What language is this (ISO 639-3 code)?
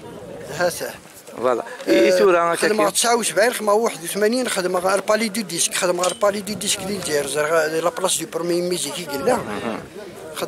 kab